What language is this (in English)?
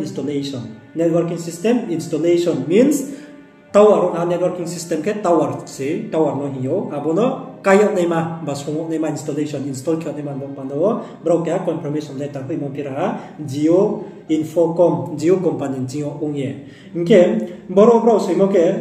Riang (India)